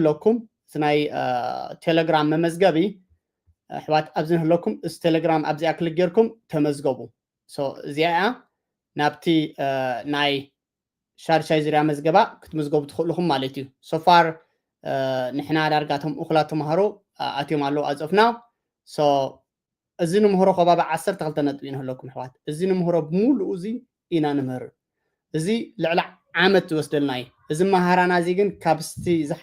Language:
Tigrinya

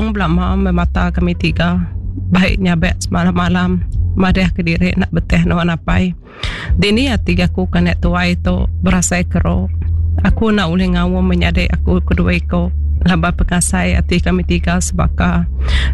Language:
Iban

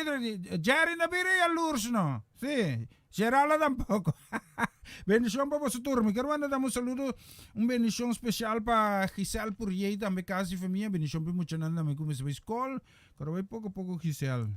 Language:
Papiamento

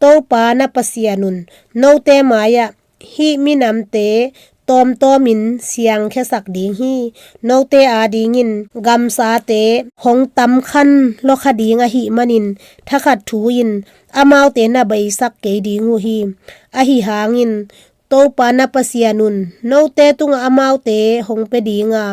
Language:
Tedim Chin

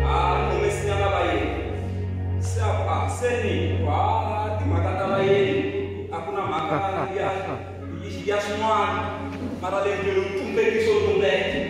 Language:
Tsonga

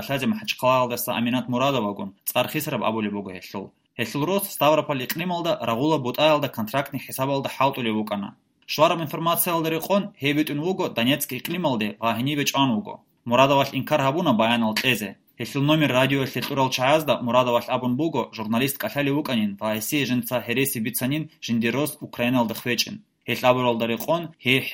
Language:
Avaric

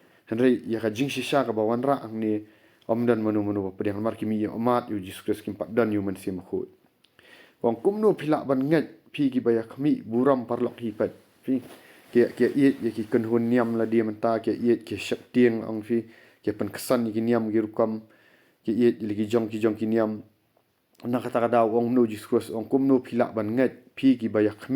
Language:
Khasi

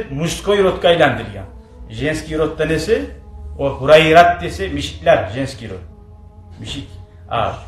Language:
Kumyk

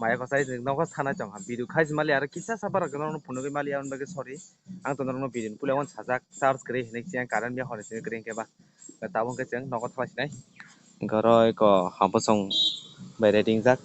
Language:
Kok Borok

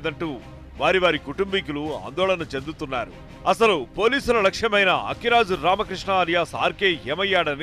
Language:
Telugu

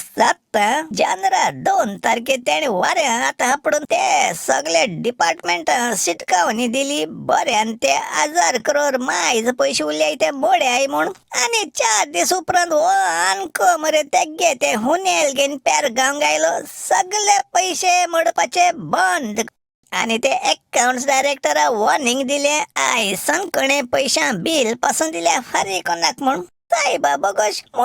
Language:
Konkani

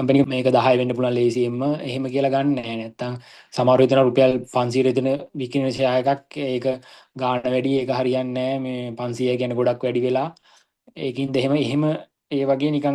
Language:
Sinhala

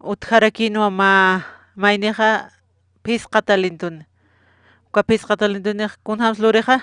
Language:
Aymara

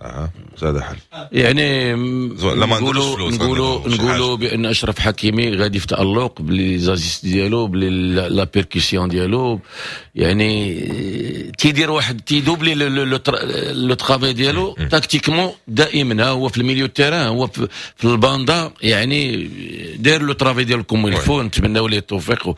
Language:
Moroccan Arabic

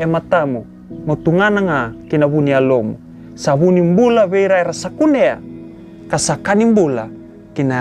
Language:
Fijian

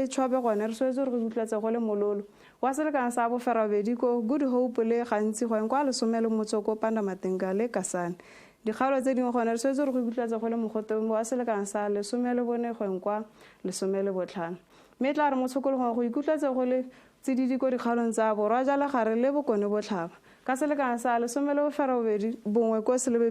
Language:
Tswana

